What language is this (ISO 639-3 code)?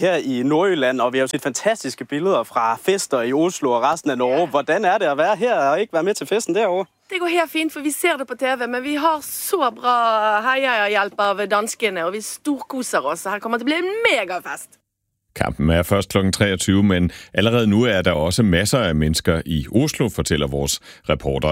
dan